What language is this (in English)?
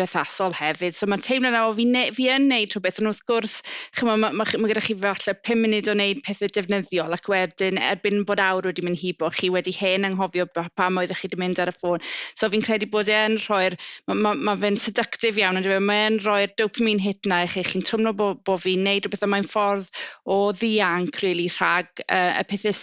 Welsh